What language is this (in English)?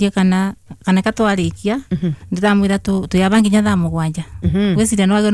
Kikuyu